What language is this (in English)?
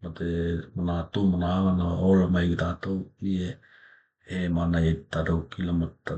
Tokelau